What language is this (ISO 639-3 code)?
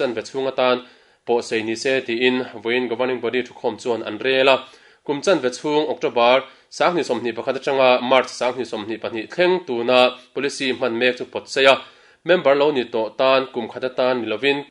lus